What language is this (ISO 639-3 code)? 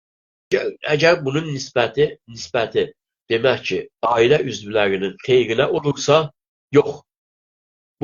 azb